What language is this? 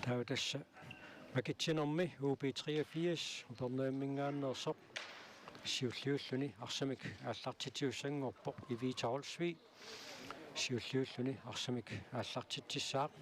Kalaallisut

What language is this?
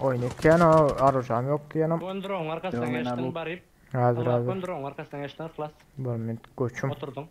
Turkmen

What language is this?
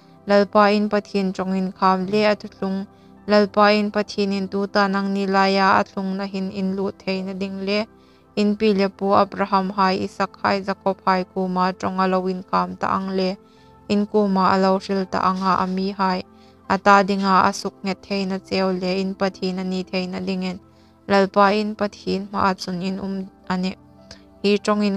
Hmar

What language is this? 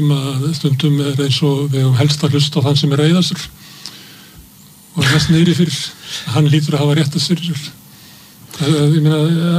Icelandic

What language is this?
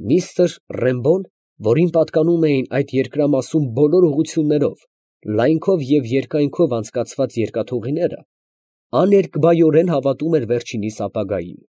Armenian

